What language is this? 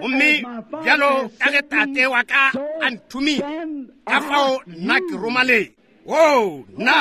Northern Sotho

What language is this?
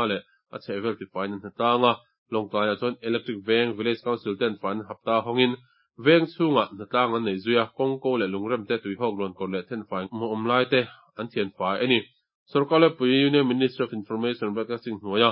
Mizo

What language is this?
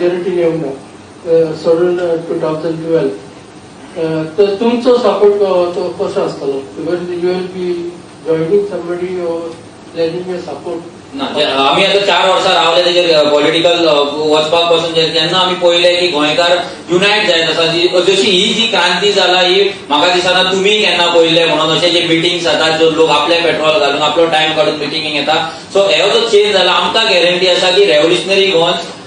Konkani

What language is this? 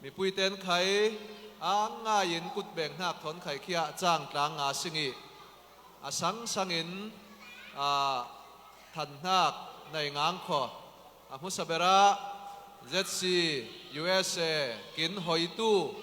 Falam Chin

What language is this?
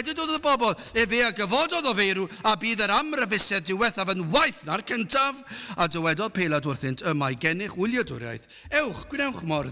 Welsh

